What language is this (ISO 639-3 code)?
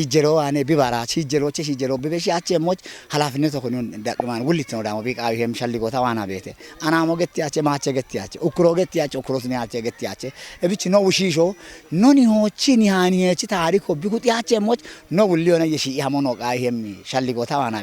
kbr